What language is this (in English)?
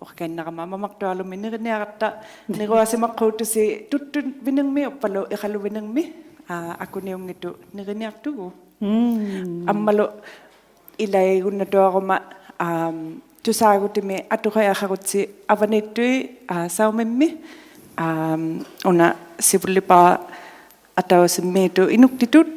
Inuktitut